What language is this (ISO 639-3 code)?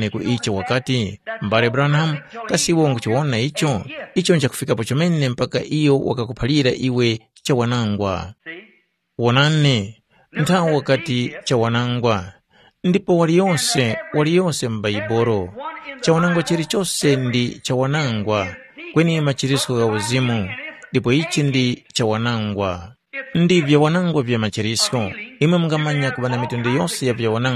tum